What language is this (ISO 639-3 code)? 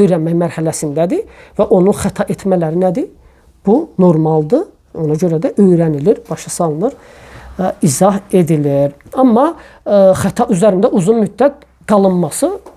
aze